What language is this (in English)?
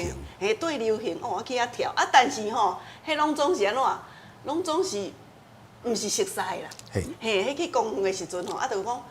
Min Nan Chinese